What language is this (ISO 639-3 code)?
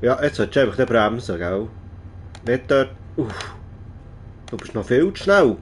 gsw